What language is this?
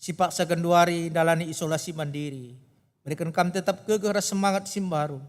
Batak Karo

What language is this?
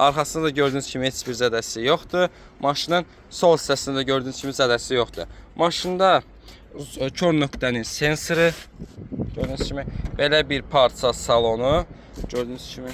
Azerbaijani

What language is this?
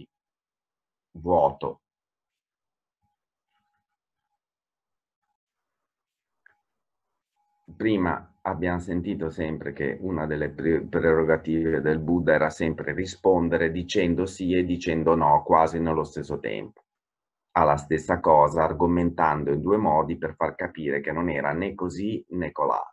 Italian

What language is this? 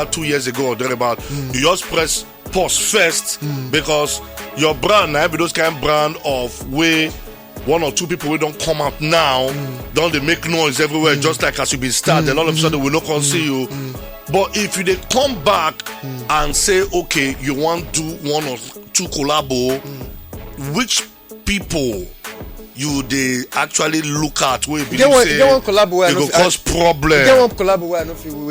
Nigerian Pidgin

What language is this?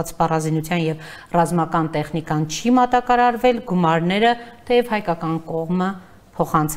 Armenian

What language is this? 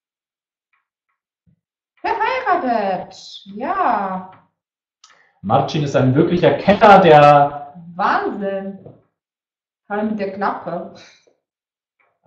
German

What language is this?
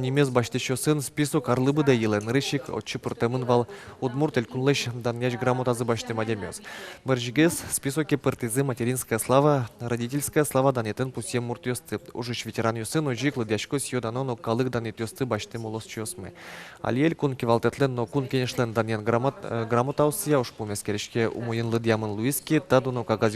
Udmurt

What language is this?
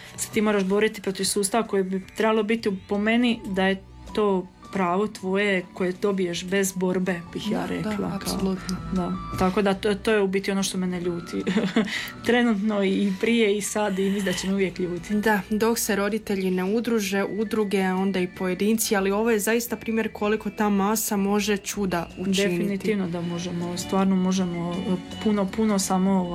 Croatian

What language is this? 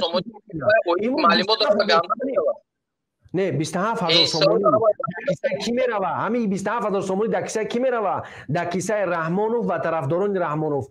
Tajik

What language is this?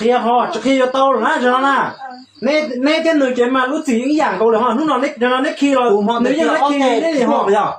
Hmong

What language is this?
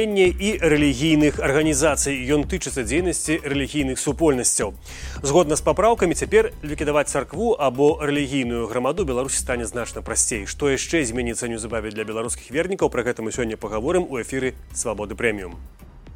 Belarusian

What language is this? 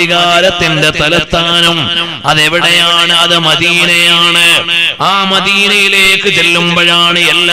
Malayalam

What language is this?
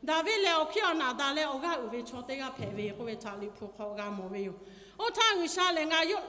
Lahu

